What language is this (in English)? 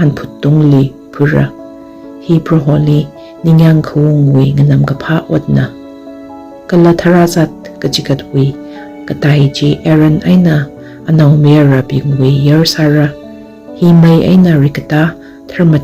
Tangkhul Naga (India)